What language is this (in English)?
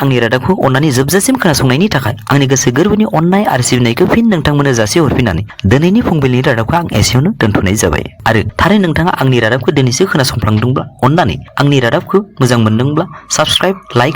Bodo